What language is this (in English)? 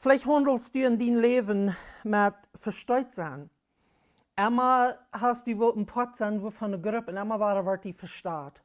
Plautdietsch